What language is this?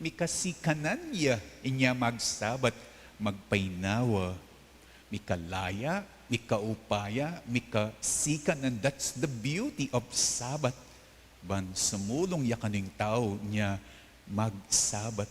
Pampanga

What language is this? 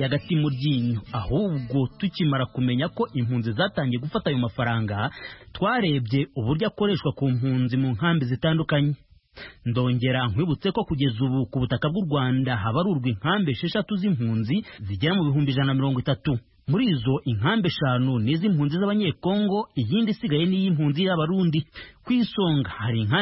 Kinyarwanda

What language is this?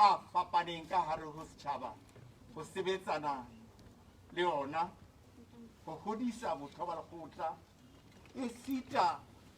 Southern Sotho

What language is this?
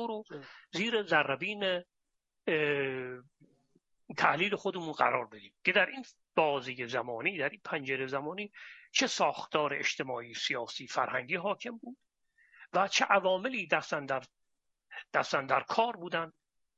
Persian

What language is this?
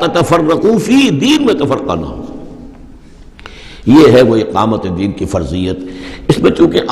Urdu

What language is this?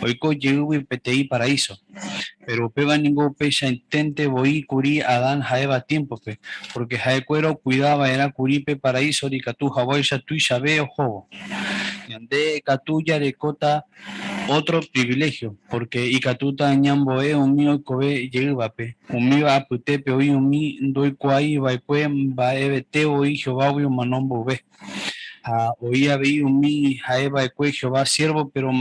Guarani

